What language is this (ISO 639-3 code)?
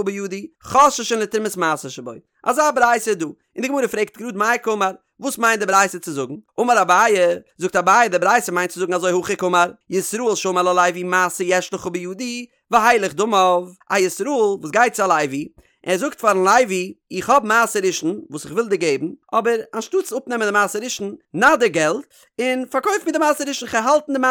yid